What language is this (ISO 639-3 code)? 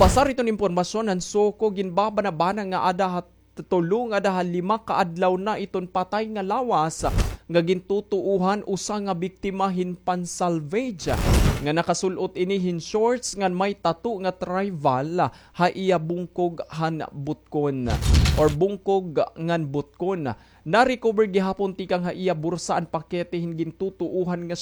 war